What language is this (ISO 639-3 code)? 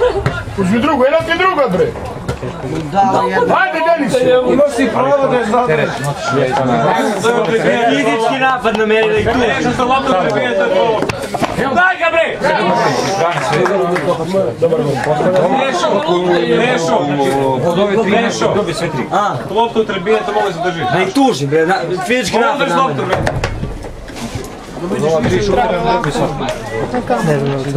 srp